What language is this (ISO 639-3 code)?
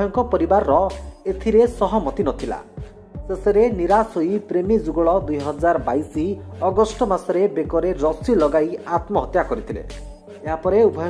ori